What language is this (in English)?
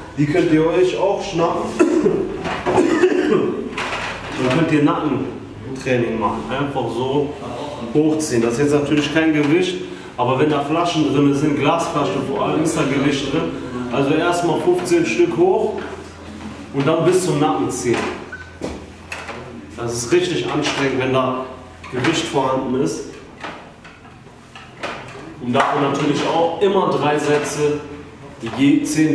German